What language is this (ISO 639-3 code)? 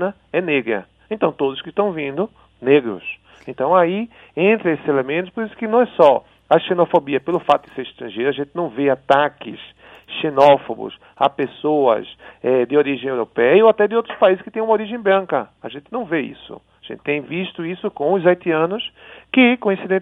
por